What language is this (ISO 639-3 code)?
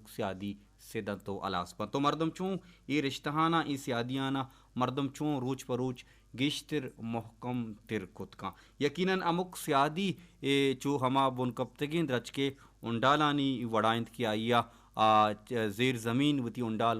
bal